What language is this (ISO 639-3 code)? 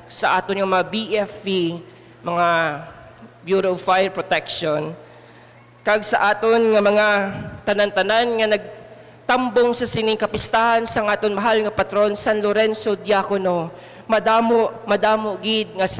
hil